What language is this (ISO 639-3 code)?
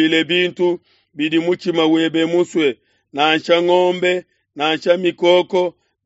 lua